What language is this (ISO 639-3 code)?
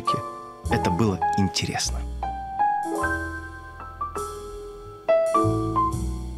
rus